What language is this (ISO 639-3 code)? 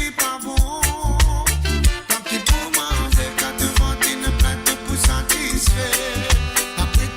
mfe